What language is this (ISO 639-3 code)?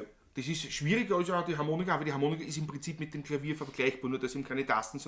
bar